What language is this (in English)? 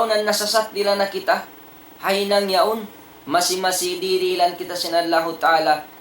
Tausug